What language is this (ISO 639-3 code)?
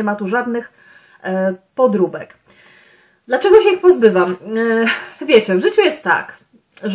pol